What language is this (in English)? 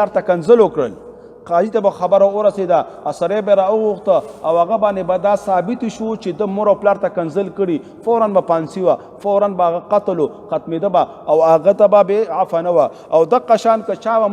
Pashto